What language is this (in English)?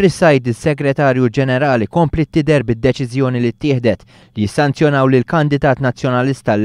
Maltese